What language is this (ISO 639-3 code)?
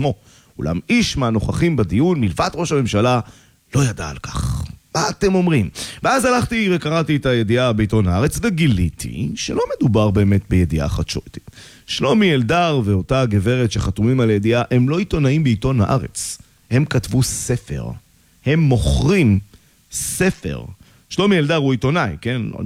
heb